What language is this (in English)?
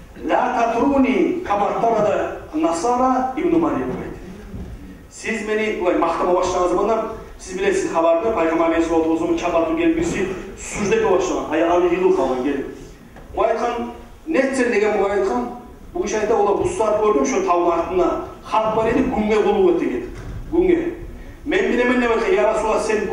Kumyk